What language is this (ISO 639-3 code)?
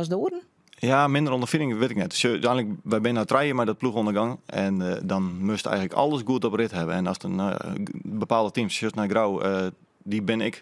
fry